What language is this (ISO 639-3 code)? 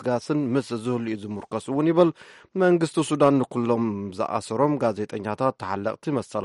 tir